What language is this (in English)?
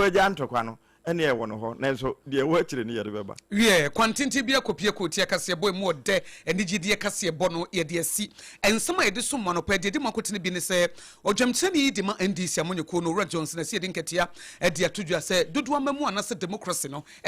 Akan